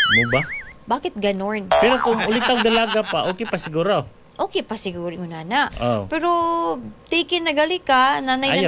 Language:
Cebuano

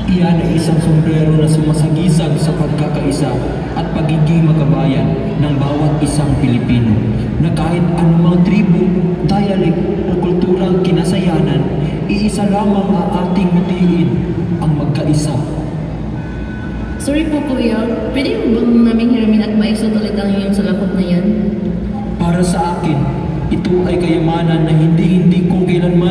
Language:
Filipino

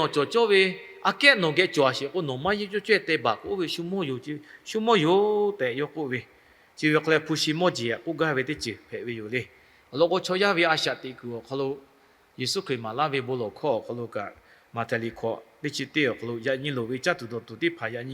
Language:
Lahu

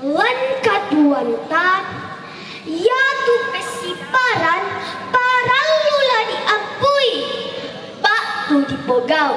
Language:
Toraja-Sa'dan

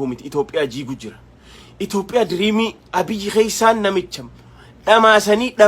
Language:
Oromo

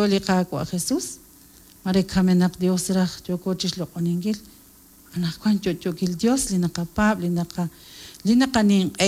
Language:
Kekchí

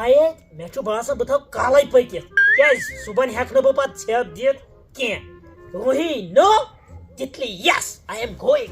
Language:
Kashmiri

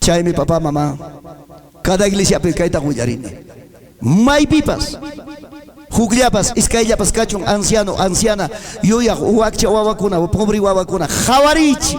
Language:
Ayacucho Quechua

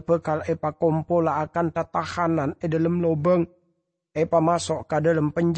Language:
Madurese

